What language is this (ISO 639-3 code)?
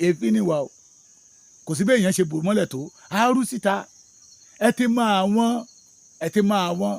yor